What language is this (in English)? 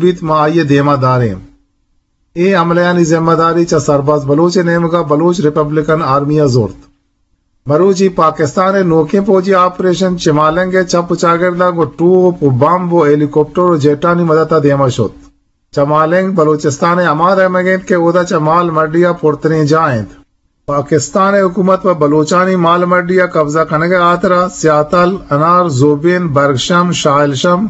Eastern Balochi